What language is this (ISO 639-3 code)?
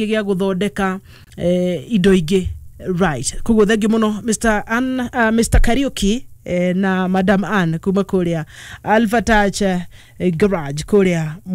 kik